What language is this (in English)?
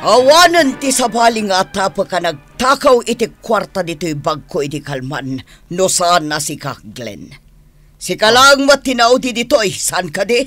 Iloko